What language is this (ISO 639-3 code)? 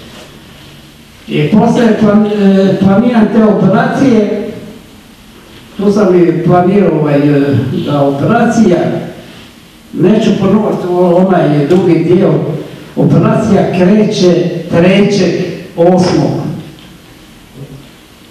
hrv